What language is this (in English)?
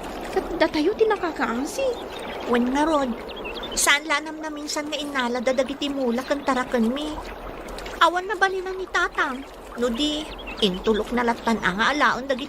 Iloko